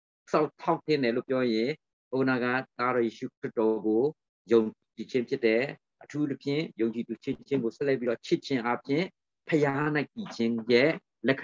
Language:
Burmese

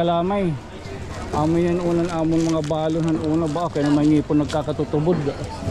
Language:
Waray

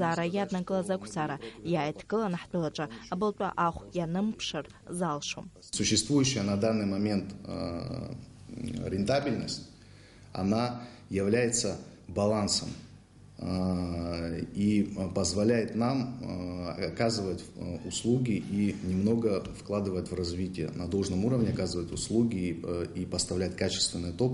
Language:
Abkhazian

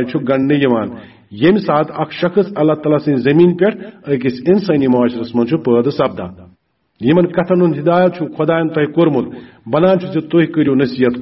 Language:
Kashmiri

